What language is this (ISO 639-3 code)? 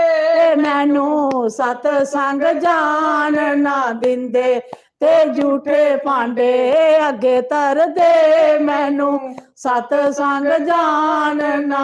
doi